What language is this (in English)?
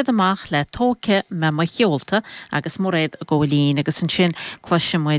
Irish